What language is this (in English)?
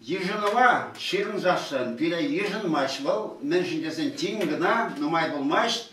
Chuvash